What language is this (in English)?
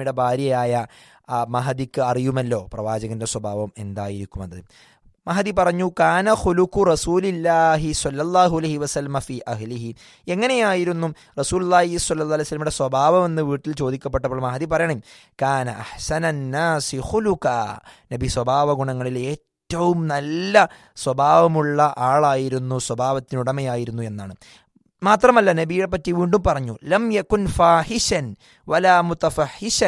Malayalam